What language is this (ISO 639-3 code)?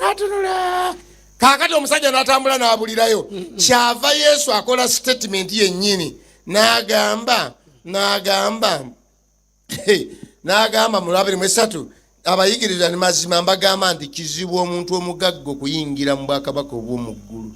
lug